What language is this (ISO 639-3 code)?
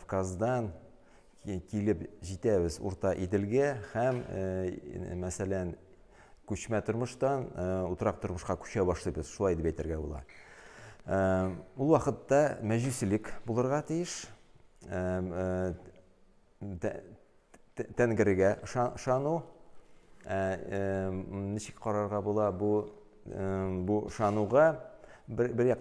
tat